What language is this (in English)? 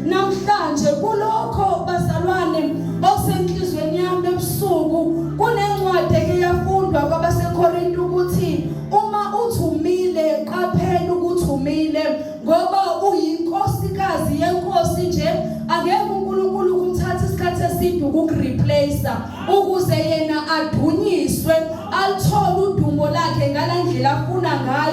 Zulu